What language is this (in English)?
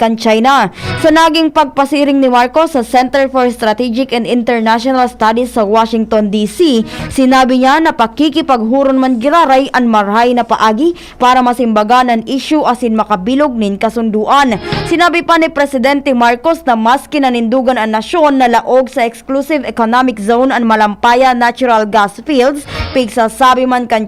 Bikol